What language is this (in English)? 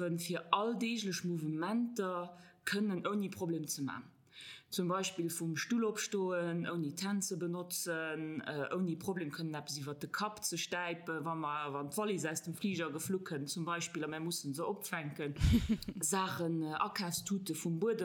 Luxembourgish